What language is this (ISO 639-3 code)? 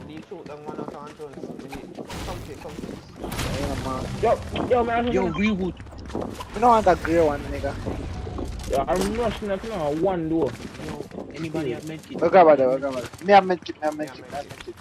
jam